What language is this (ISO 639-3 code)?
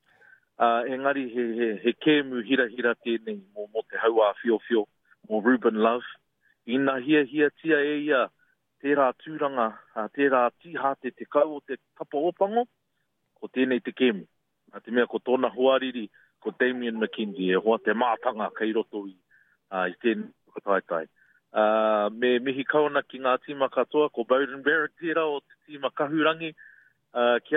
mri